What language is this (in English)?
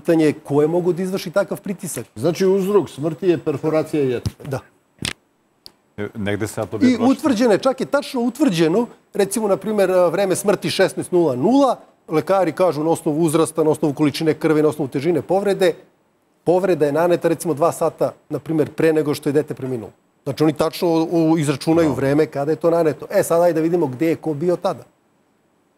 Serbian